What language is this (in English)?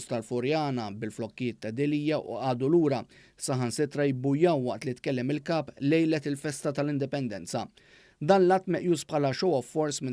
Maltese